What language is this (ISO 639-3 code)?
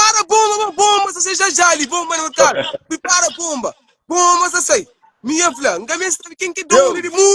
kea